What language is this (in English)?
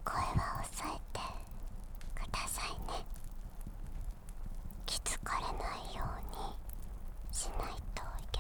Japanese